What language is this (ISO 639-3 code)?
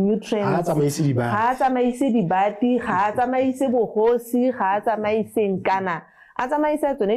tsn